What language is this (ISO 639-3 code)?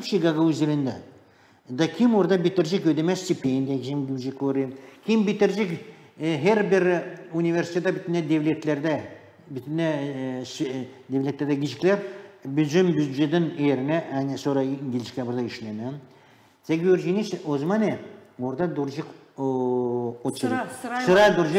gag